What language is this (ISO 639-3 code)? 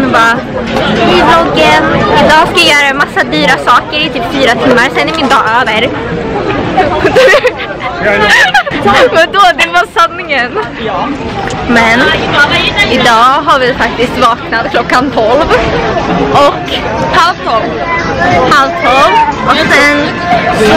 swe